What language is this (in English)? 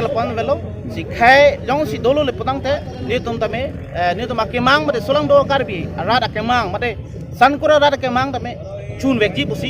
Karbi